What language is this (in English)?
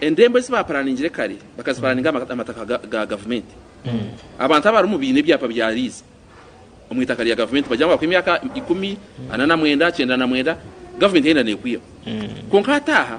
Nyankole